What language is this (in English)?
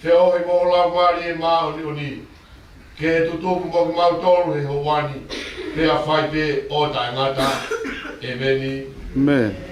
Tongan